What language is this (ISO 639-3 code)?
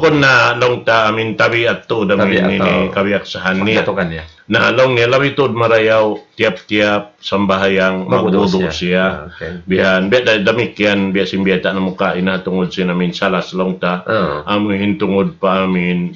tsg